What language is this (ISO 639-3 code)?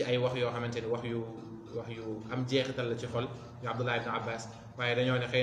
wol